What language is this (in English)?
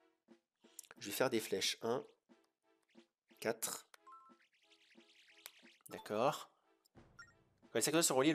French